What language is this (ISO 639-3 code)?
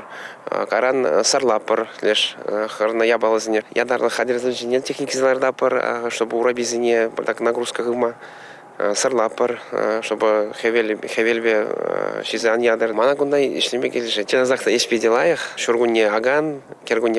chv